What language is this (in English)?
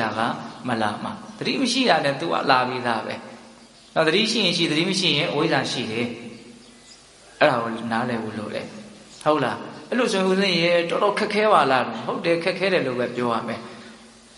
Burmese